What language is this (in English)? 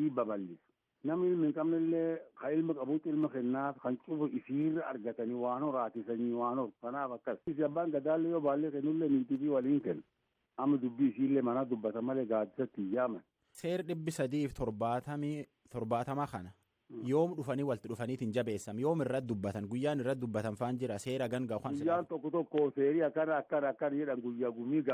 Oromo